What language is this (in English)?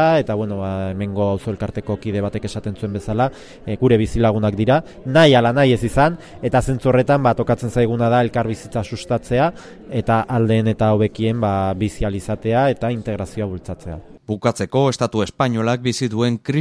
Basque